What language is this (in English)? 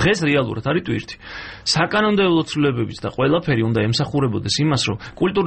Georgian